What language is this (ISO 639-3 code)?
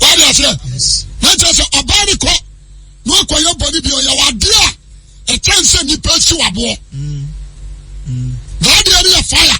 aka